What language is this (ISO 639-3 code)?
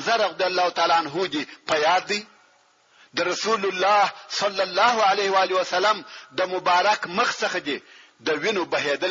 pus